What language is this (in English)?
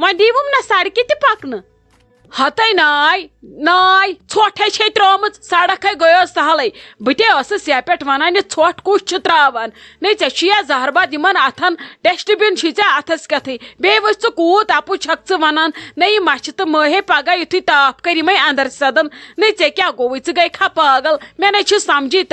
Kashmiri